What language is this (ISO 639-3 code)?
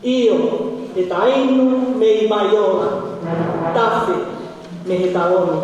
ton